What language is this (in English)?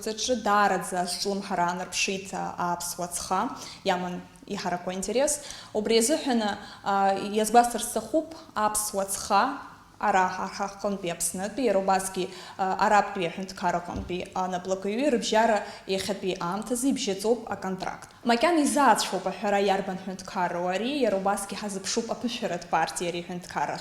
Abkhazian